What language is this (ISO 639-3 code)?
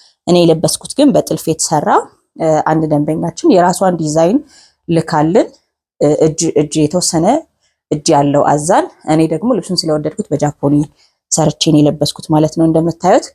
amh